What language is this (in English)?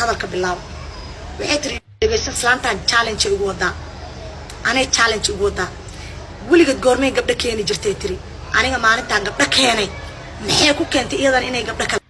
Somali